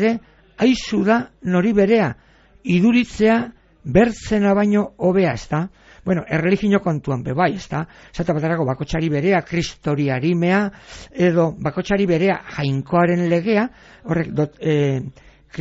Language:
Basque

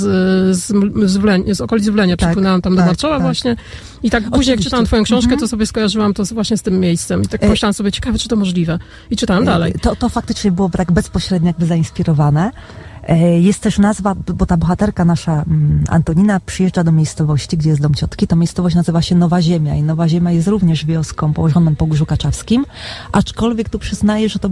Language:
Polish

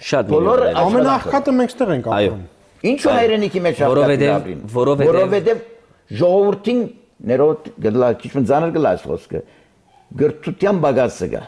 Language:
Armenian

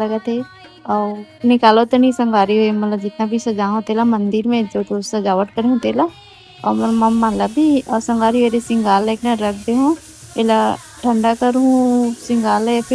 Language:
Chhattisgarhi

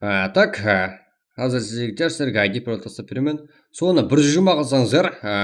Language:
Kara-Kalpak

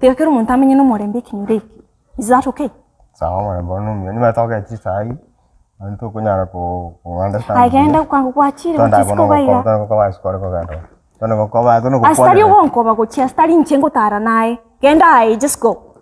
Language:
Gusii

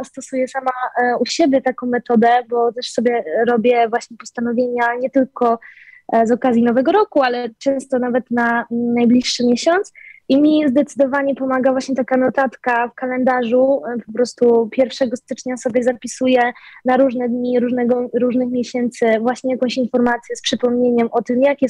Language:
Polish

